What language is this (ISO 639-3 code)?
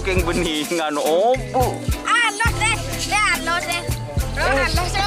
mad